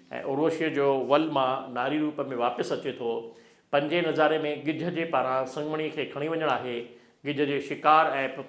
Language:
Sindhi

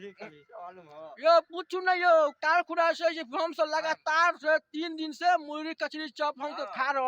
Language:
Maithili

